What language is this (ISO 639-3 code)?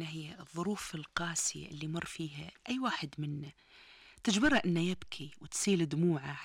afb